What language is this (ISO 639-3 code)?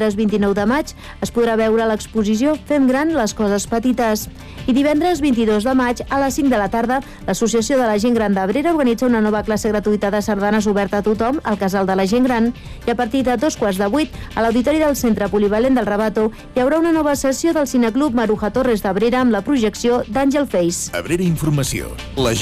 cat